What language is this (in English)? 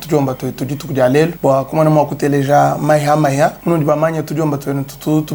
Luba-Lulua